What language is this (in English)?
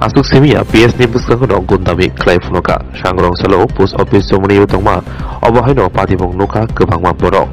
Kok Borok